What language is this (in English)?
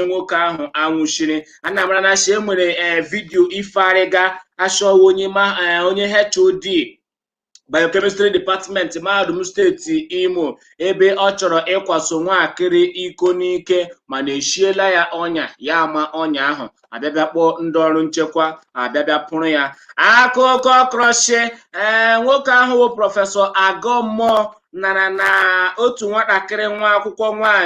Igbo